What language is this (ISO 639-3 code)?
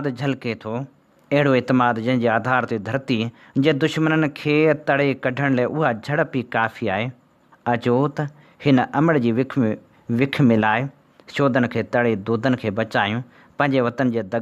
snd